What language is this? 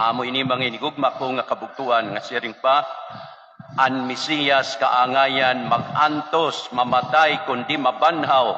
Waray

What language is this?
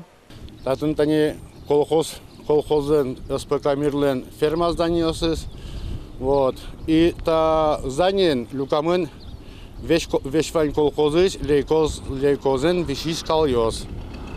Udmurt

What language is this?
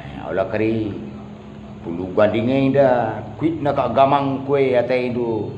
Batak Karo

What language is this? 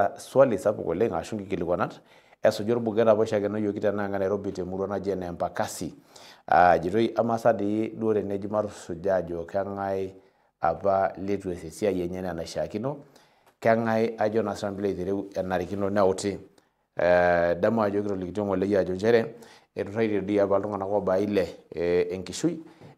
Masai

